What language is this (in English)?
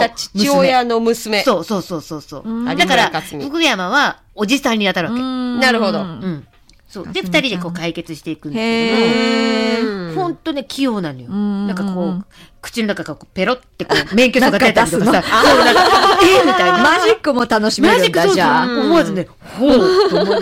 Japanese